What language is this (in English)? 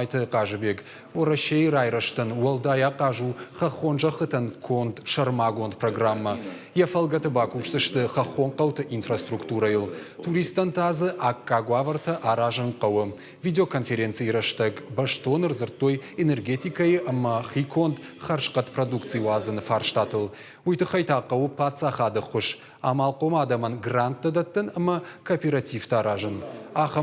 Ossetic